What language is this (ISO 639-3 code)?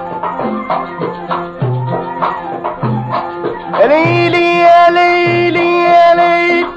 ara